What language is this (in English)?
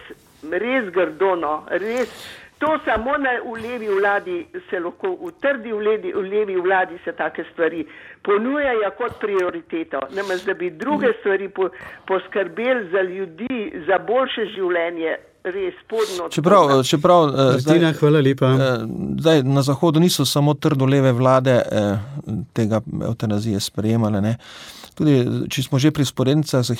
Slovenian